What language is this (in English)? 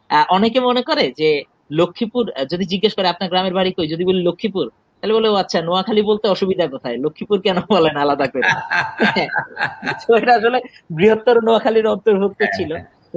Bangla